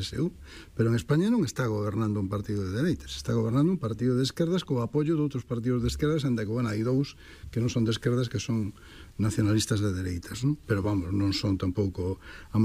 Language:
Galician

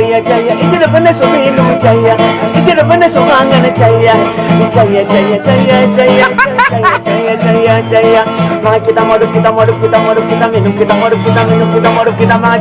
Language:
Batak Angkola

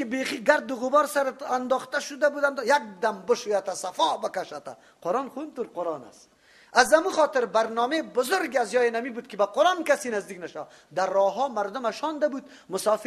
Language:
Persian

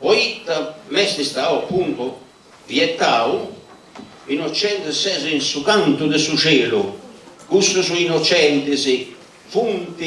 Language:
Sardinian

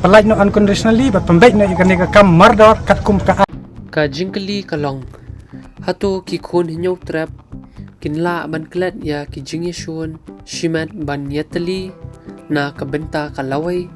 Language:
Khasi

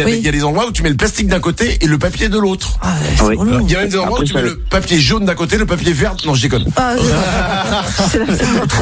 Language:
French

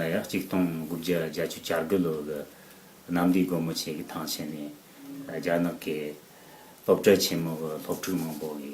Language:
Tibetan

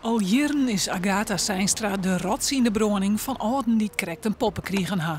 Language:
Western Frisian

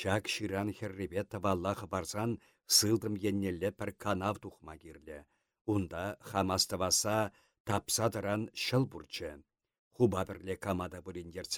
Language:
Chuvash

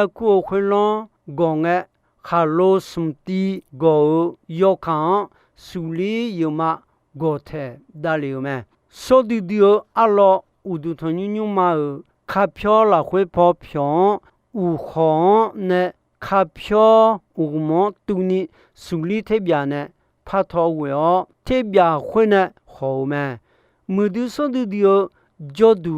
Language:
Akha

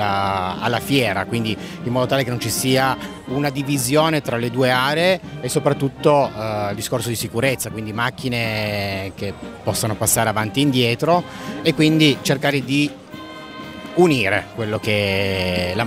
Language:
Italian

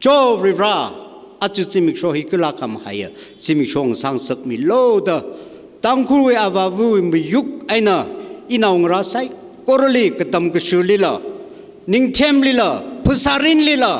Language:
Tangkhul Naga (India)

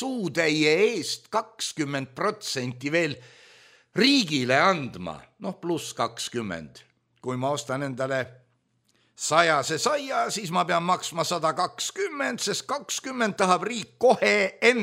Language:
Estonian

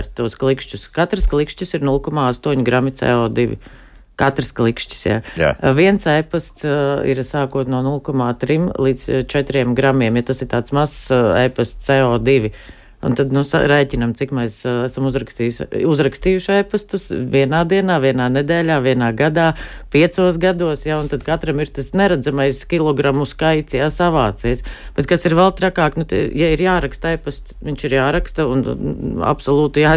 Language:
Latvian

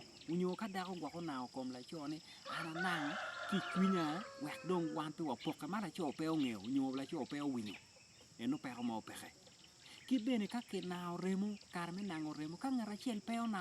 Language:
Acoli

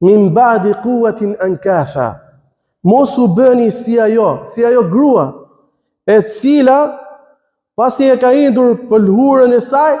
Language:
Albanian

